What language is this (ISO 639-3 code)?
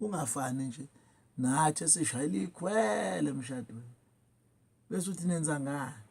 zul